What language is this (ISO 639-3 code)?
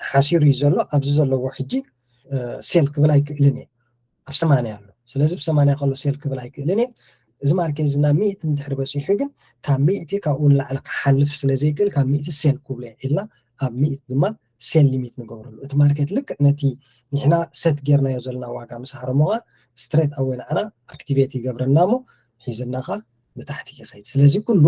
tir